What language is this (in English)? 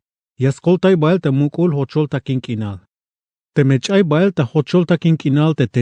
Tzeltal